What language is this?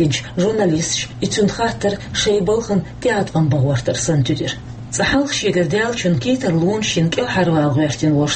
Chechen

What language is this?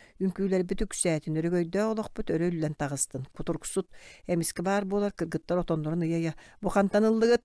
Yakut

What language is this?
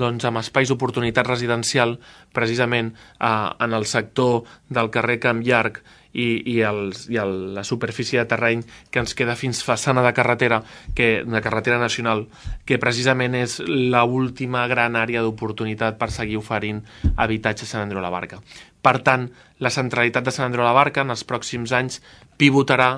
Catalan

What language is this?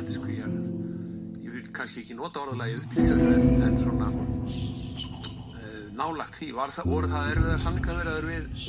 Icelandic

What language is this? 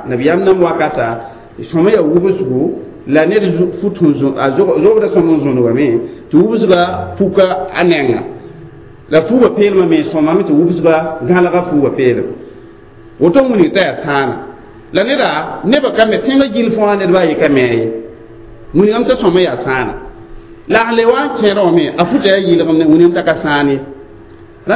Mossi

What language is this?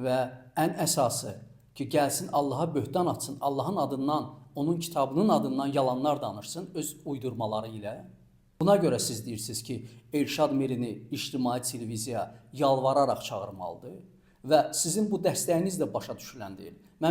Azerbaijani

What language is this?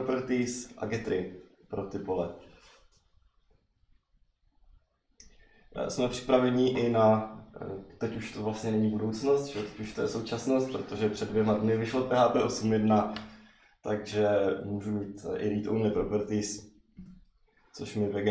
Czech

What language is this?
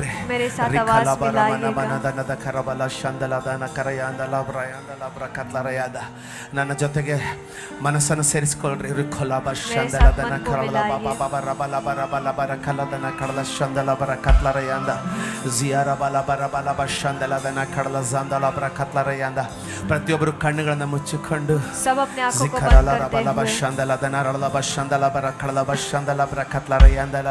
Kannada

